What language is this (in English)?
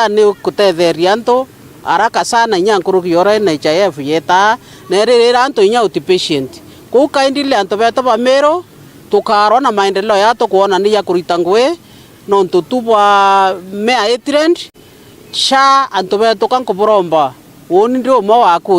Meru